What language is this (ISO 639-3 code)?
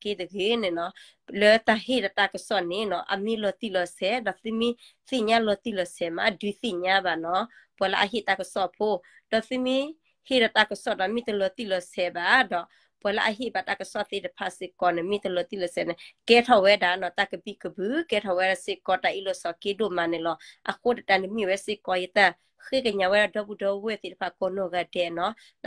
ksw